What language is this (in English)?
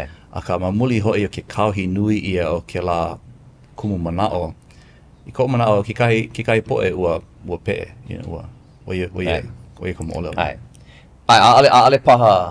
Hawaiian